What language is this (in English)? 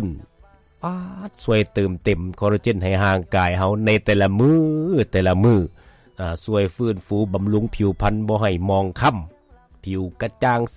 Lao